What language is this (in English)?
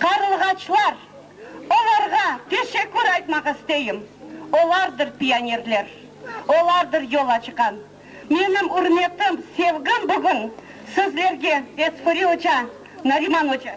Crimean Tatar